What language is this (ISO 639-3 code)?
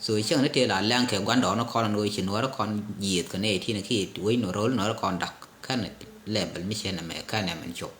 nus